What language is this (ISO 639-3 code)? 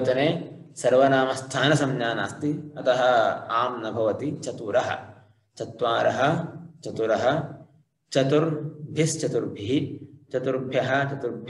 san